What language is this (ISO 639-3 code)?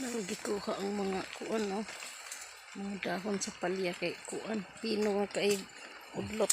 ceb